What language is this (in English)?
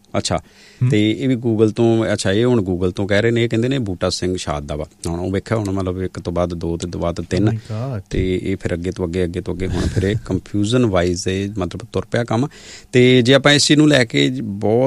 Punjabi